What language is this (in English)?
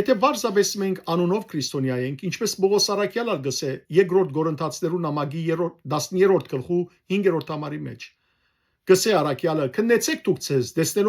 Western Armenian